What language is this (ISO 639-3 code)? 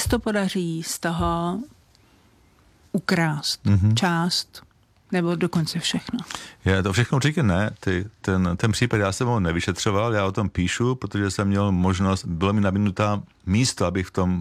ces